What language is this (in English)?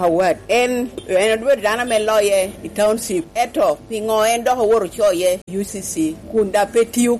Lango (Uganda)